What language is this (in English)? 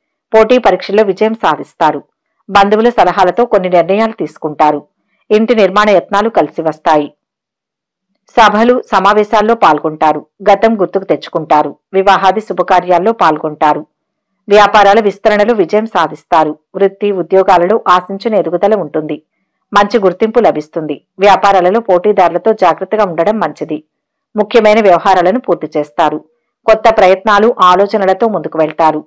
Telugu